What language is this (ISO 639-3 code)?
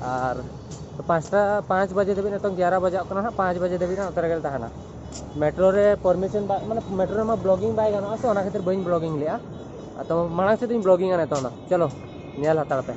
sat